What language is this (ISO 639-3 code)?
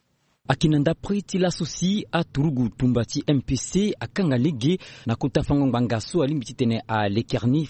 sag